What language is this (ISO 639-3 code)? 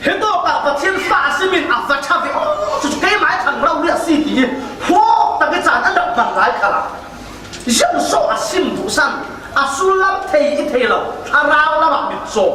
cfm